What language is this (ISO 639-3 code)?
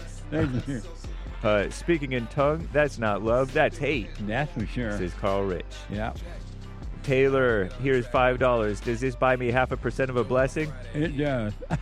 eng